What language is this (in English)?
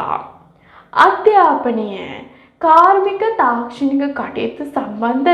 Sinhala